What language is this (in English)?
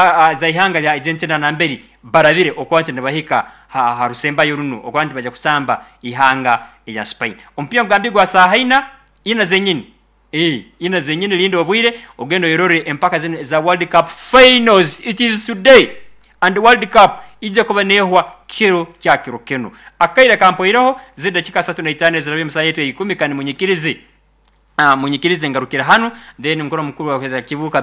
Nyoro